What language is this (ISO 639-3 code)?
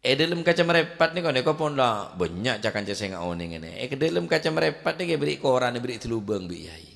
mad